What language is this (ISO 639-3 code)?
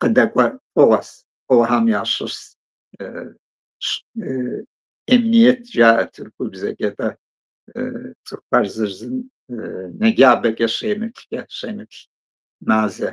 kbd